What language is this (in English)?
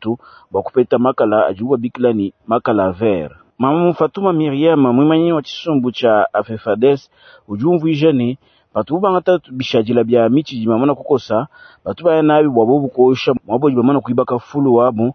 Luba-Lulua